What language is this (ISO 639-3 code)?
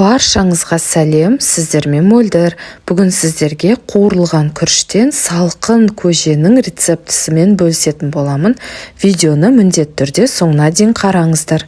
kaz